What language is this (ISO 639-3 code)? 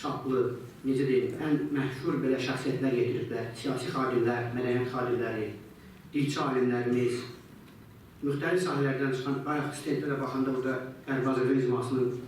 aze